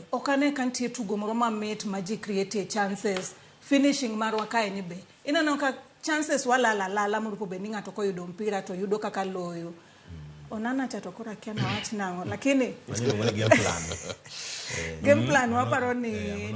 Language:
Luo (Kenya and Tanzania)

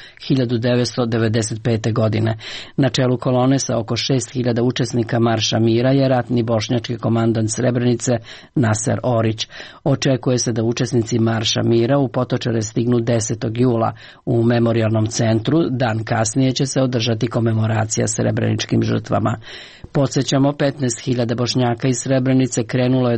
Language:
Serbian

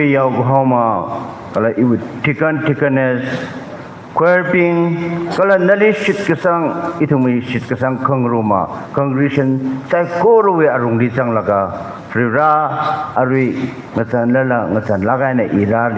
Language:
Tangkhul Naga (India)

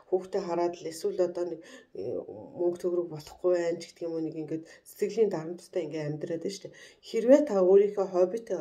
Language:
Mongolian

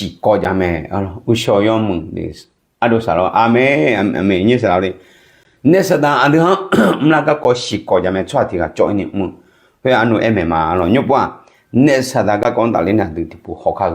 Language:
Akha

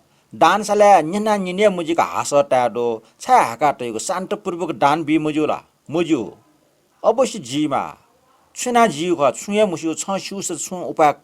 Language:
Newari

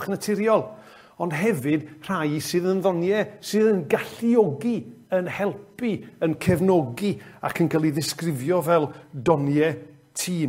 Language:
Welsh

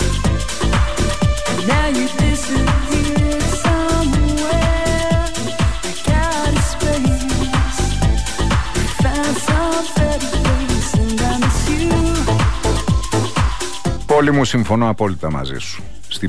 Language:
Greek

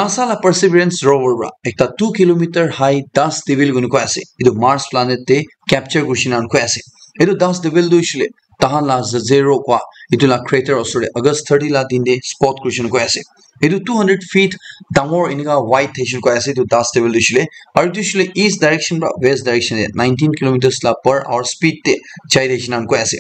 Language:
Naga Pidgin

